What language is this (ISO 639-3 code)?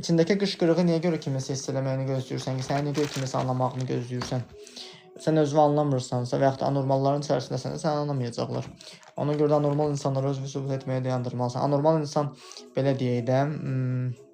aze